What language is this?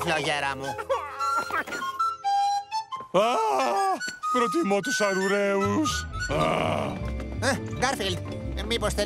Greek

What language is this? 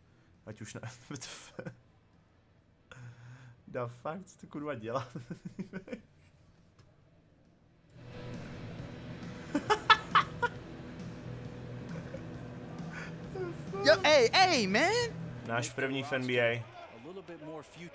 Czech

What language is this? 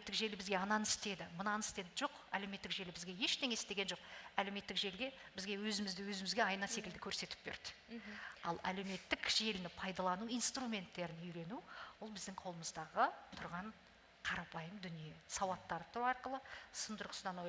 Kazakh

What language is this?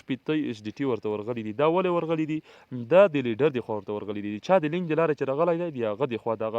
Pashto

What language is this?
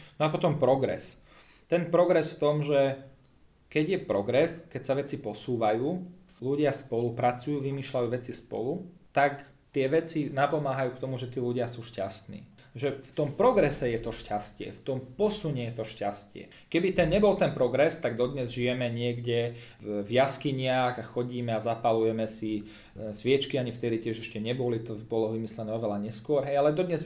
Slovak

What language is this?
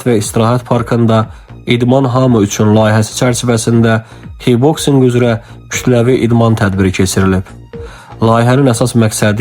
Azerbaijani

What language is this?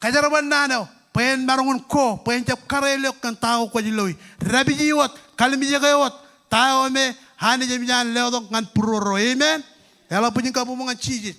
Marshallese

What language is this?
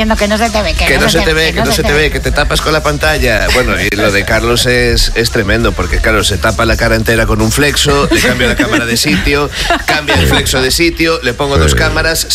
Spanish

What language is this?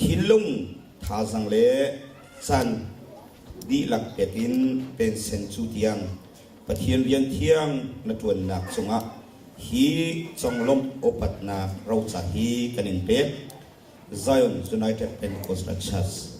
Hakha Chin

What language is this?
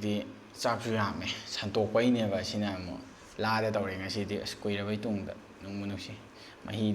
Manipuri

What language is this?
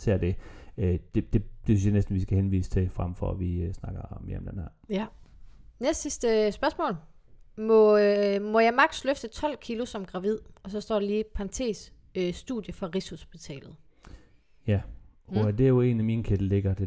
Danish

